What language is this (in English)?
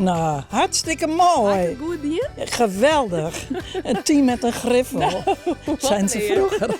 Western Frisian